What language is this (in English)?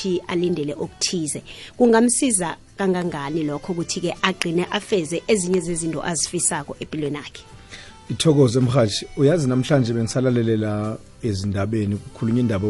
South Ndebele